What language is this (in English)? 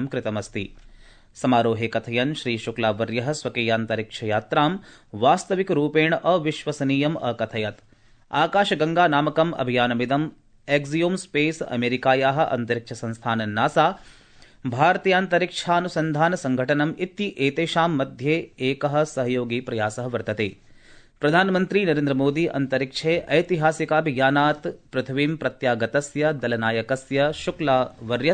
Sanskrit